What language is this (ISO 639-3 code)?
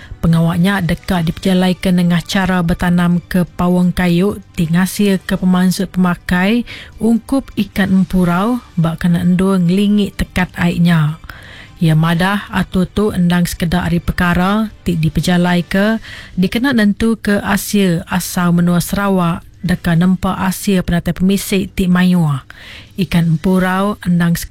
iba